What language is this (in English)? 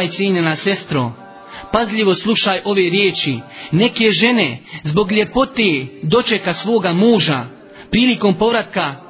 Bosnian